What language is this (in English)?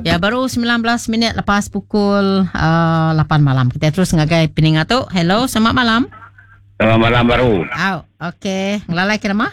Iban